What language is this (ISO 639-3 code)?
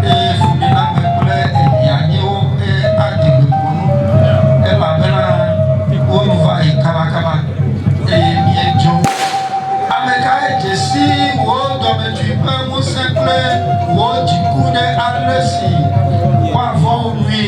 ewe